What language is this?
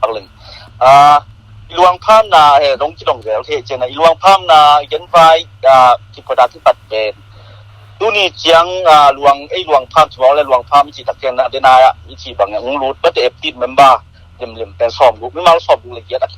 Tedim Chin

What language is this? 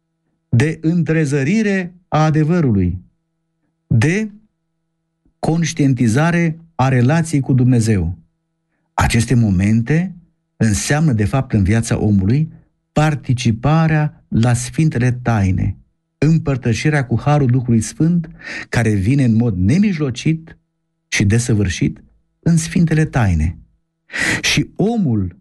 Romanian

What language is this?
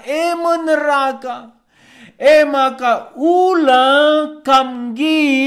Batak Karo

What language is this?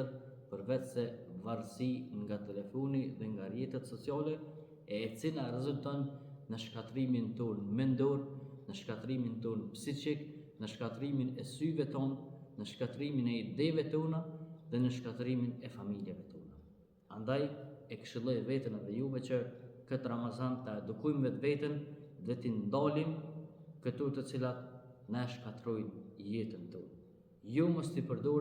Albanian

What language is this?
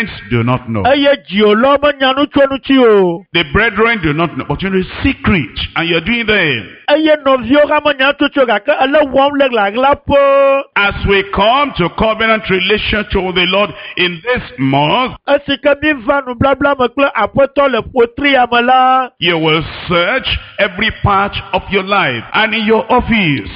Ewe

